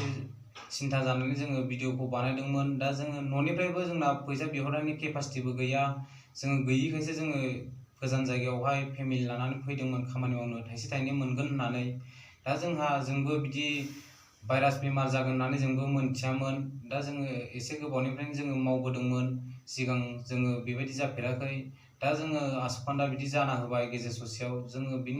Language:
Bodo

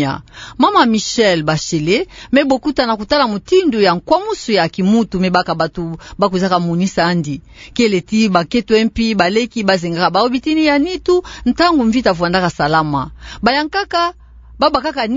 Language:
Kituba (Democratic Republic of Congo)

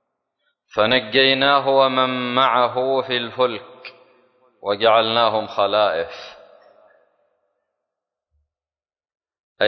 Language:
Arabic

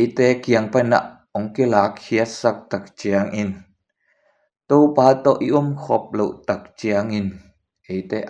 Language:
Tedim Chin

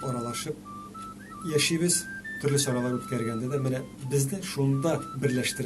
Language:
Tatar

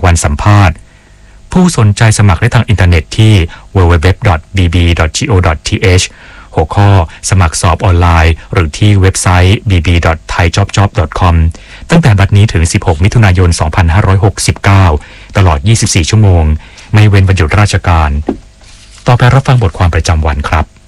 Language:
Thai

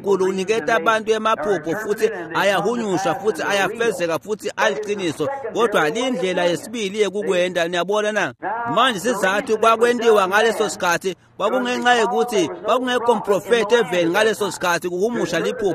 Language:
Swati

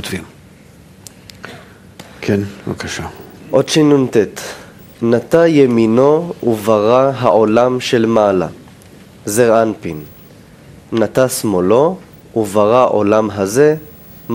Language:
Hebrew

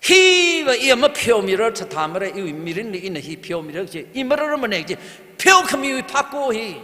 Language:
Tangkhul Naga (India)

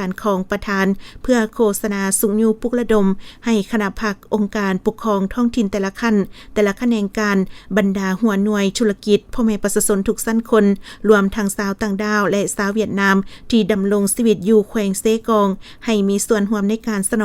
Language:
Lao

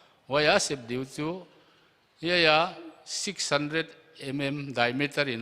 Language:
Paite Chin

